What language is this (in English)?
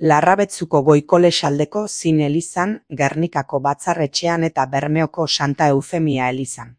Basque